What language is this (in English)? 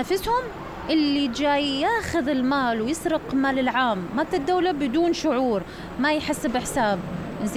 Mesopotamian Arabic